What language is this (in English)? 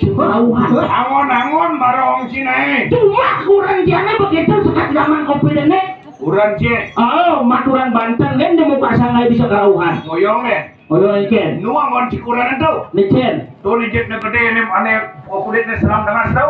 Balinese